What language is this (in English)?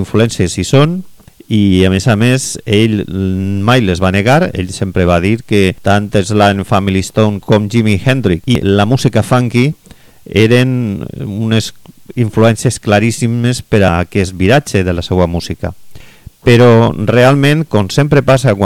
Catalan